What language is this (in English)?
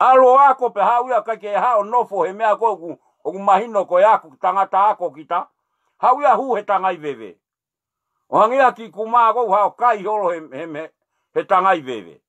Tongan